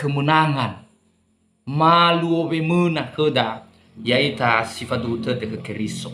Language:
Nias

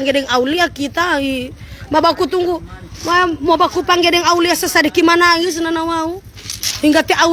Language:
Manado Malay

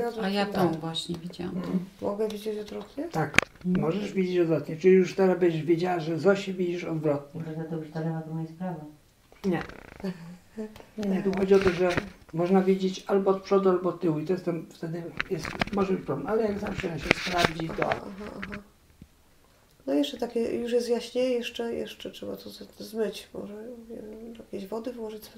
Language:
Polish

